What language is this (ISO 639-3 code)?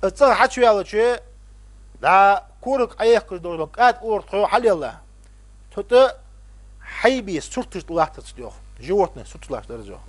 inh